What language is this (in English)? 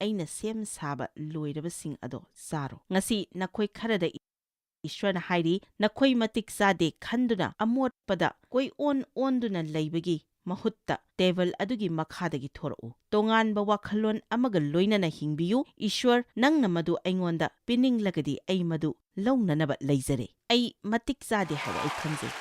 Manipuri